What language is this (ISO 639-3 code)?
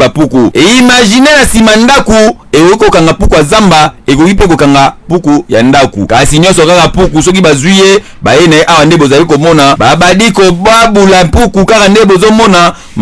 lin